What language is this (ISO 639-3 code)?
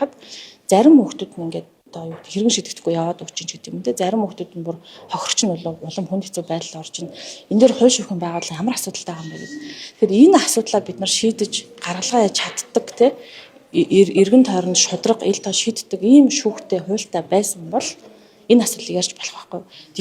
mon